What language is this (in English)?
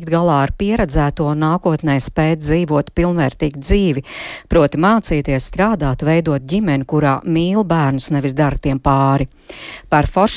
Latvian